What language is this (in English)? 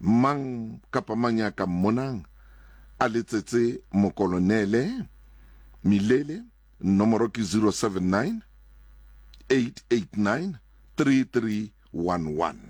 Southern Sotho